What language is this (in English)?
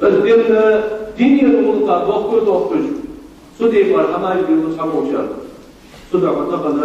Ingush